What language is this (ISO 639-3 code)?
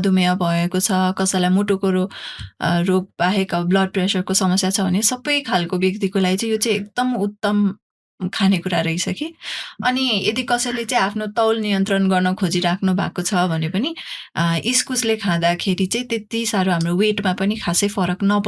nep